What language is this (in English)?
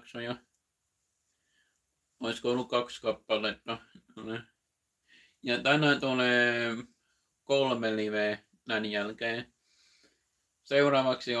Finnish